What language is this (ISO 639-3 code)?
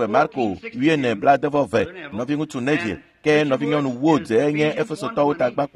ewe